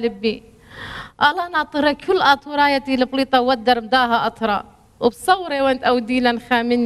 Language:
Assyrian Neo-Aramaic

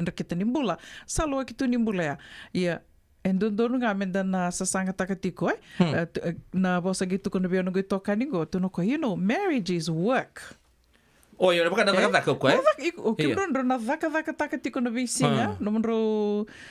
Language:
Fijian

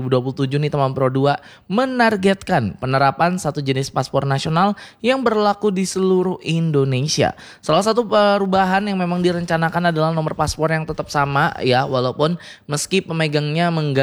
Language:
Indonesian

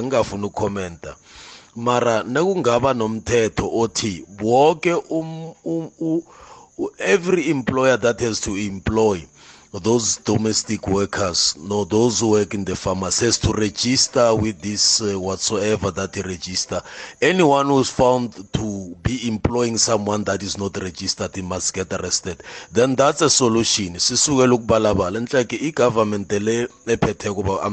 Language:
South Ndebele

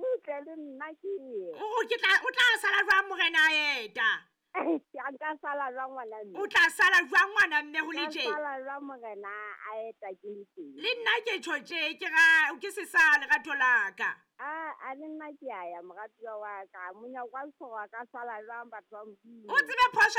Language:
Southern Sotho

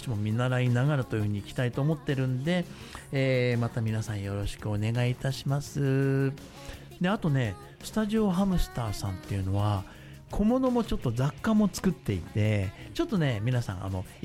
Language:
Japanese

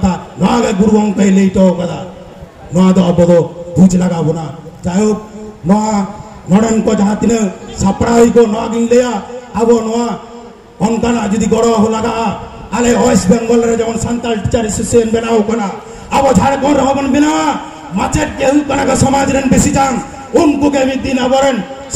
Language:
Santali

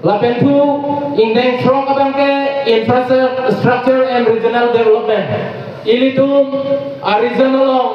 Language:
Karbi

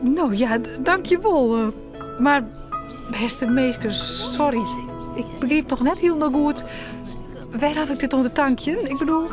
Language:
Western Frisian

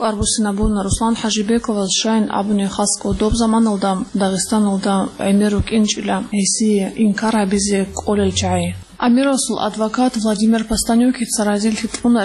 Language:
Avaric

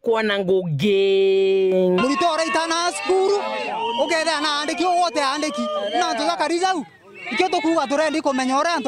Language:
Meru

